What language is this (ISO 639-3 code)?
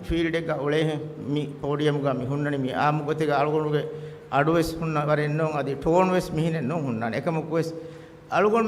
div